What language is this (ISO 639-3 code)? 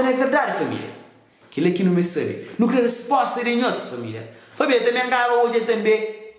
kea